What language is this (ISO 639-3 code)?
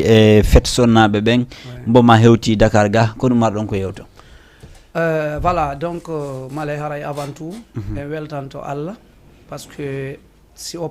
ful